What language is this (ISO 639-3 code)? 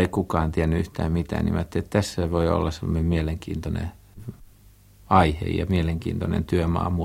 fin